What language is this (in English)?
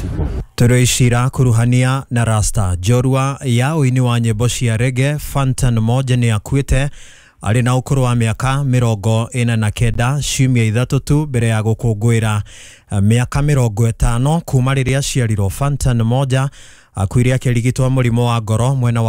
Kikuyu